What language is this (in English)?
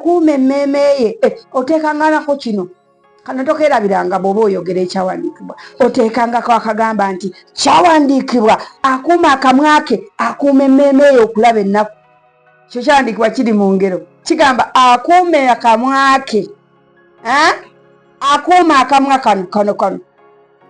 Ganda